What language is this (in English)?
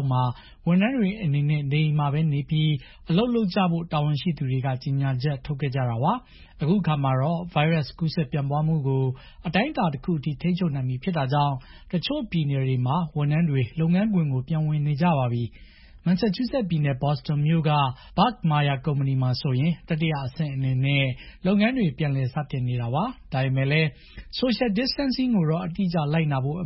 Burmese